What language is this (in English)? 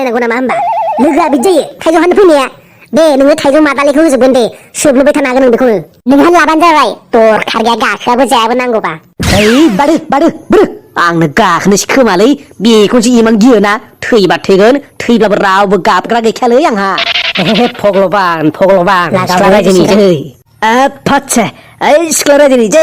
Bodo